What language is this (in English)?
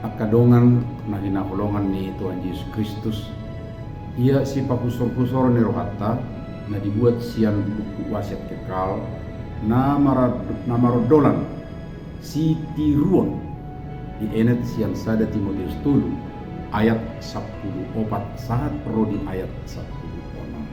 Batak Toba